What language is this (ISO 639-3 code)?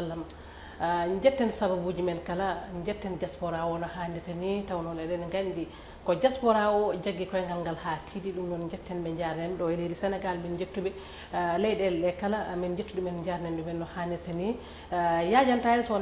ful